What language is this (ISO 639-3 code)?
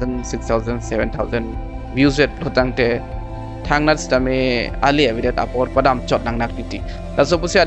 mjw